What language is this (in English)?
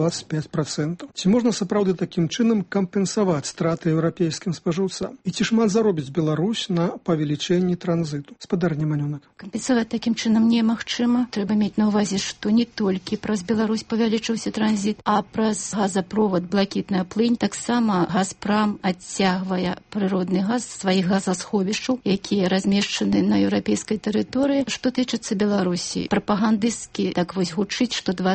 Belarusian